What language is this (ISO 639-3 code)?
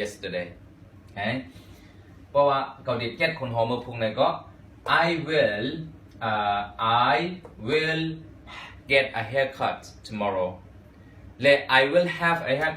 shn